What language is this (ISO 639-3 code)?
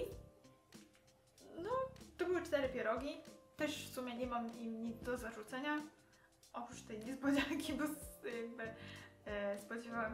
pol